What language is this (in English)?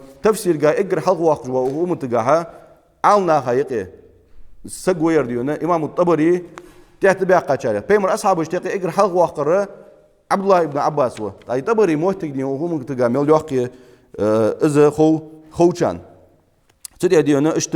Ingush